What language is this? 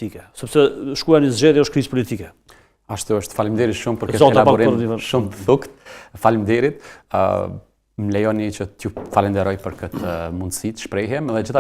Albanian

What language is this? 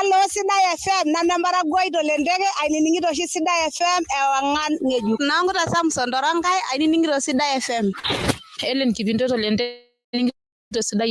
Masai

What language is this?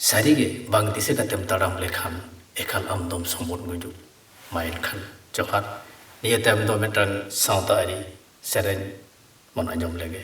Santali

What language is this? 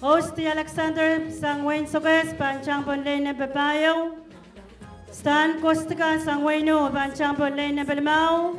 Pohnpeian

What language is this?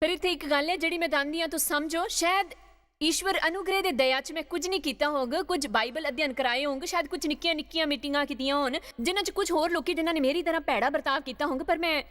Dogri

